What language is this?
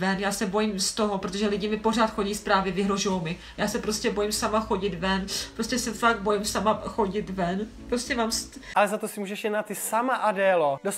Czech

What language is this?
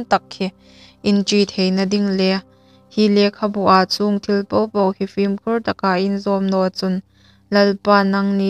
Hmar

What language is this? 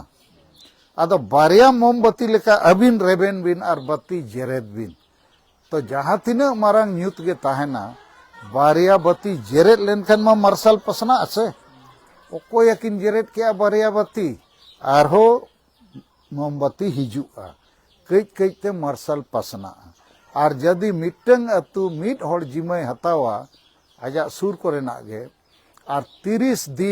Santali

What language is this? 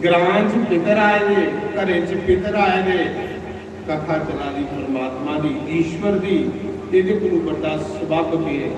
Dogri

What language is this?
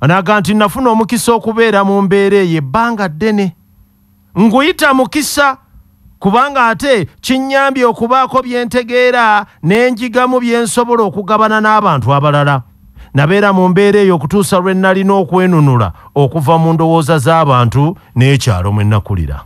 Ganda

